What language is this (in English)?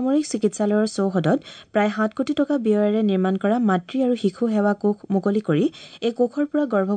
Assamese